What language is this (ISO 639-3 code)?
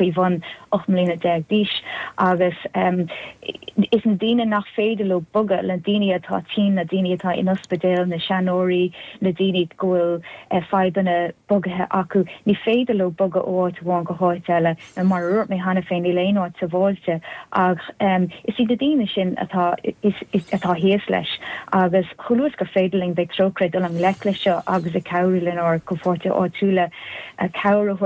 gle